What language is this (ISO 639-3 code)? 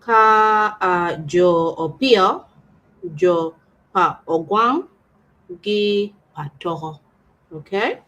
ach